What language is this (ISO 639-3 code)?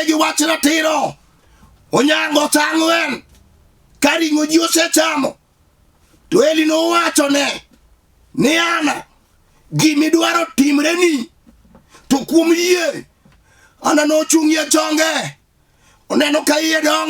luo